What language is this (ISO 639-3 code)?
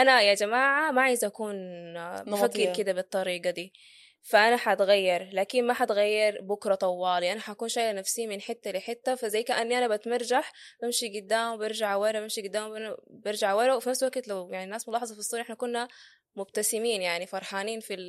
apd